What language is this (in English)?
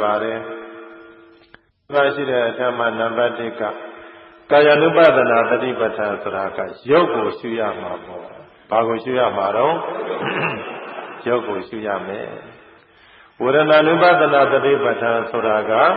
Burmese